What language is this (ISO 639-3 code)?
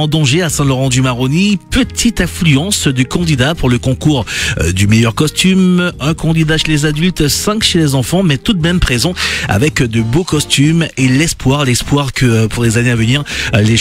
fra